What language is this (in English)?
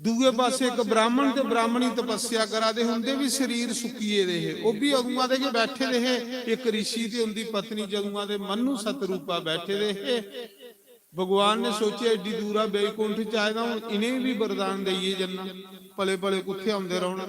Dogri